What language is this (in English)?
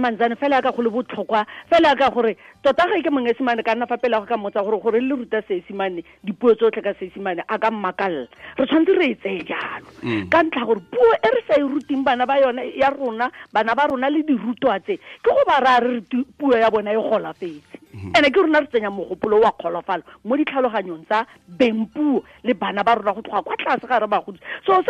Tswana